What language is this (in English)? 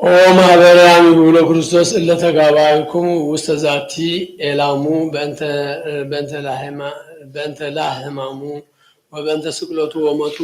Geez